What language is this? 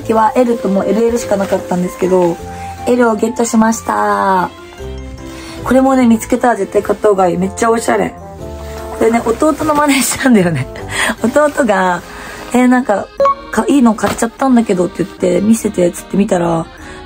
Japanese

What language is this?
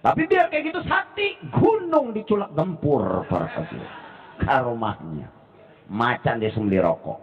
Betawi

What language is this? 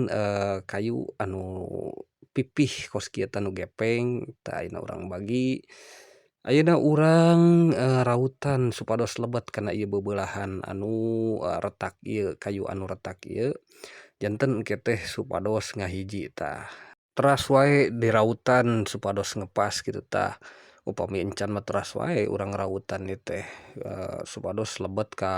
Sundanese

